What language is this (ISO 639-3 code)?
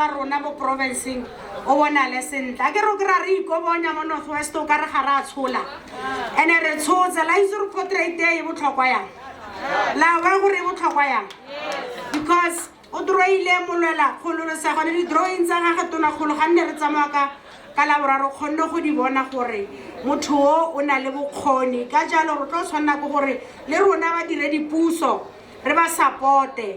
tsn